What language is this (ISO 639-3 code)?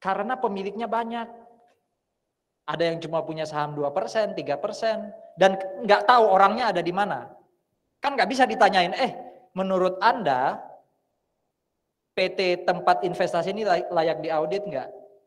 ind